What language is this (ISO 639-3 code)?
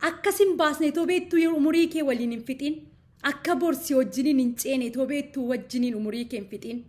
orm